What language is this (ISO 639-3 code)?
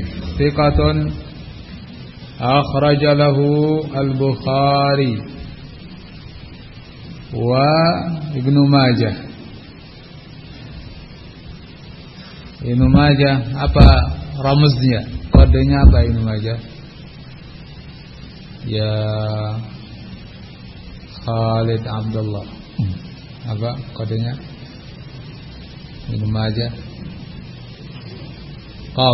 ind